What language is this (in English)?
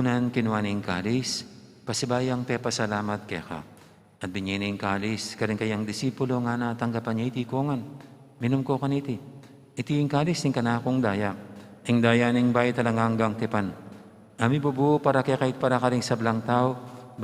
Pampanga